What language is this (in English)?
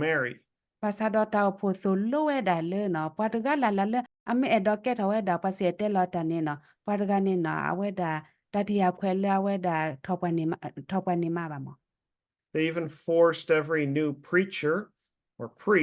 S'gaw Karen